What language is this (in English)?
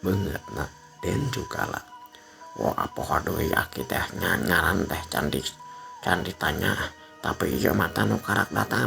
Sundanese